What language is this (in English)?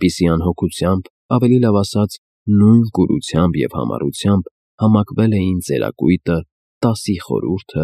Armenian